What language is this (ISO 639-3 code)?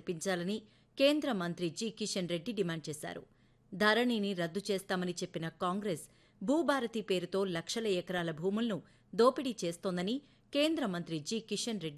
tel